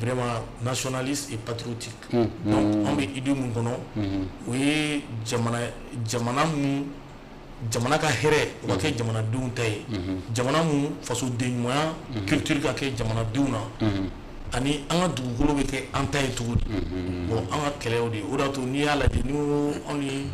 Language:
Bambara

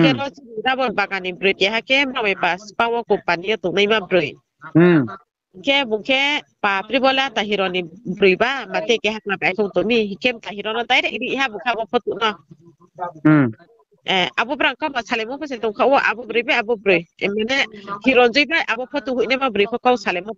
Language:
Riang (India)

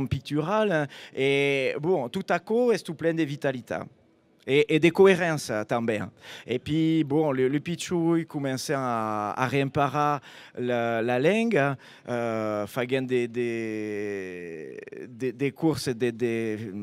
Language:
Occitan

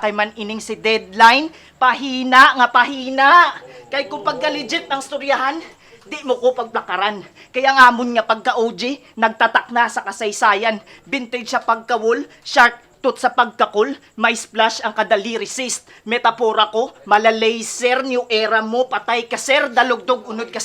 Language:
Hiligaynon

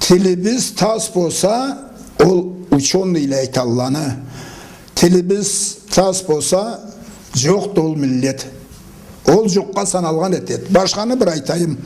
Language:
Karachay-Balkar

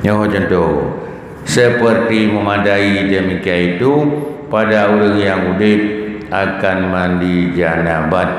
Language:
Achinese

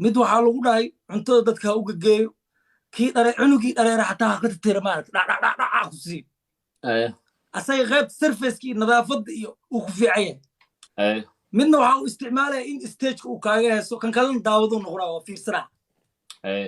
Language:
Somali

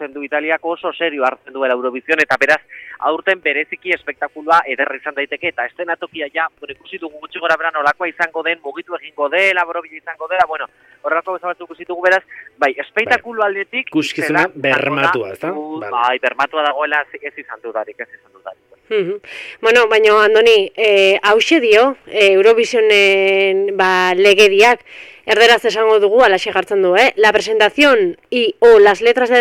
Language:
Basque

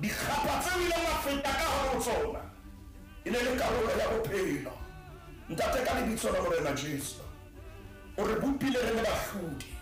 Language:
Southern Sotho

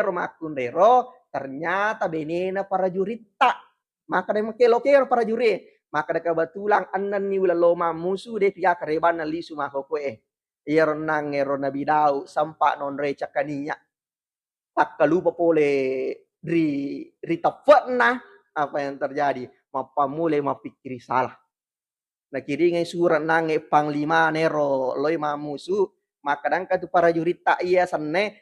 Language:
Buginese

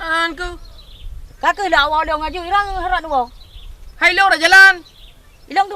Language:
Achinese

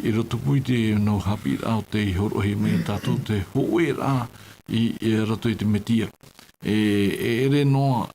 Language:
Tahitian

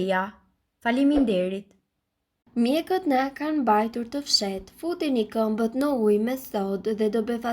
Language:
Albanian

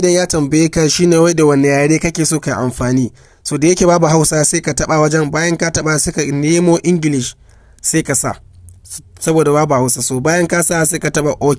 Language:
Hausa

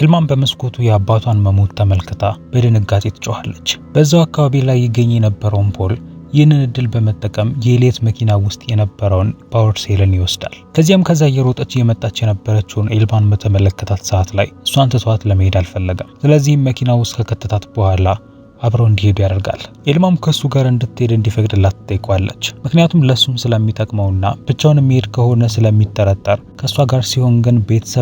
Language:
Amharic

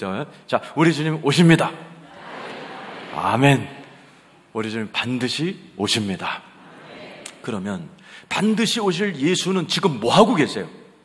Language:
Korean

